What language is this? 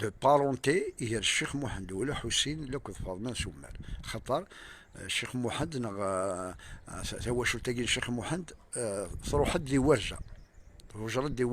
Kabyle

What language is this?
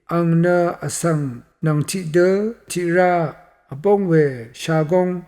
Rawang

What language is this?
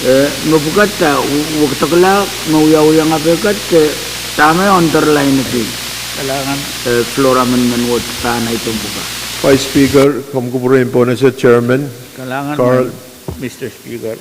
Pohnpeian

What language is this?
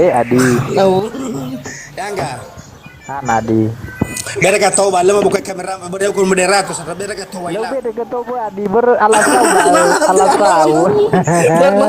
Nias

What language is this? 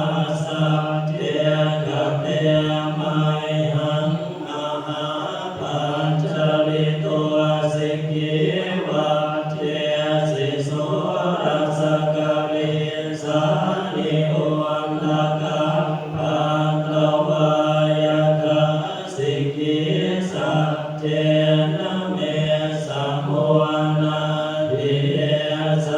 Pali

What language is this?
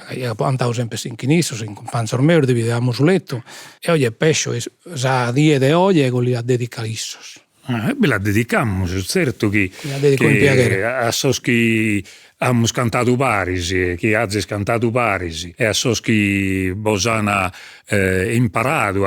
Sardinian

